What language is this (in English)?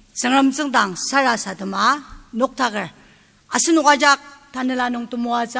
Ao Naga